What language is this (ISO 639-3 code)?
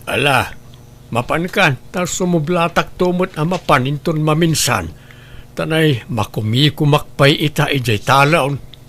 ilo